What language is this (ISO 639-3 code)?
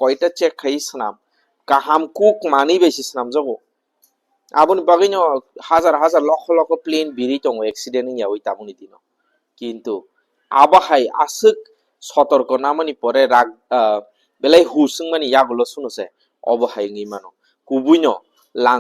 trp